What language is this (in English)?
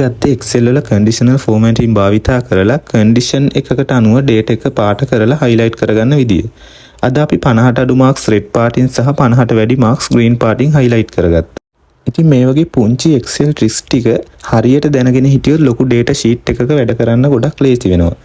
Sinhala